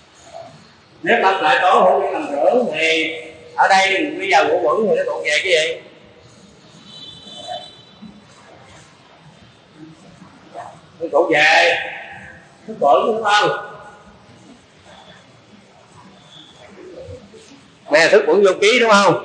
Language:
Vietnamese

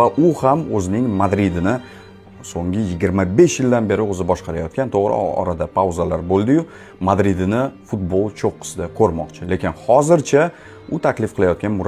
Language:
Uzbek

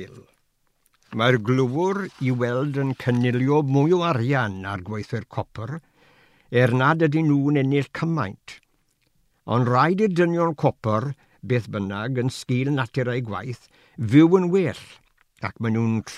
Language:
Welsh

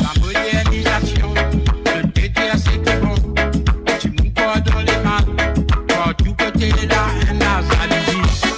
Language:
Morisyen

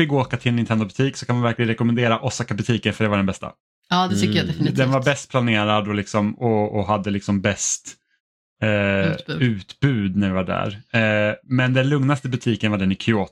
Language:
Swedish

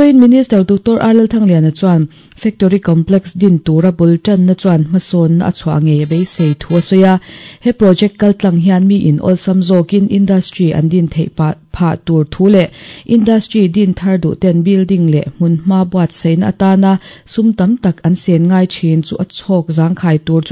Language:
Mizo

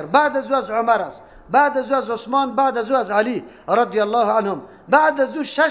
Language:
Persian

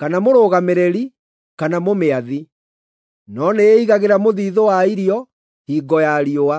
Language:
Kikuyu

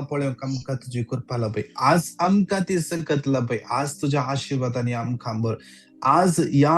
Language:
Konkani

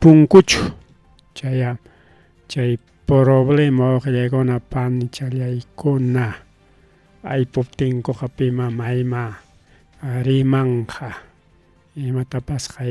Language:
Ayacucho Quechua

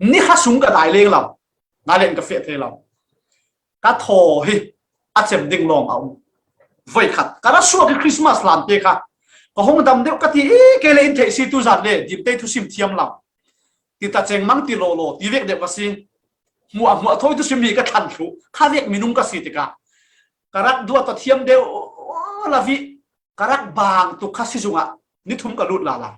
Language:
Falam Chin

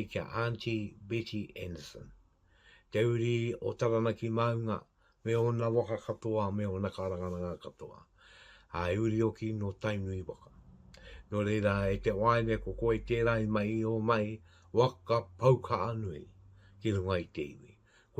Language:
Māori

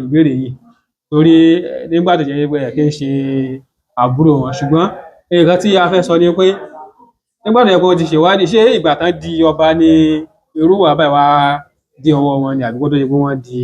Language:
Yoruba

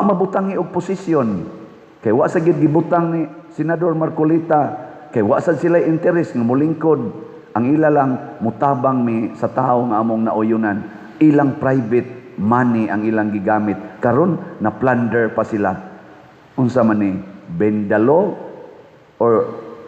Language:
Cebuano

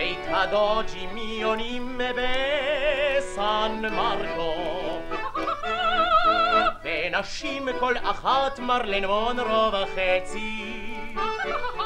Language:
Hebrew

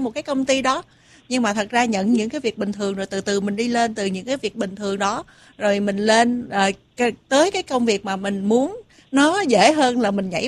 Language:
Vietnamese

